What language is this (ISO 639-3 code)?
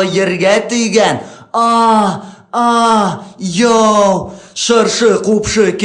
bak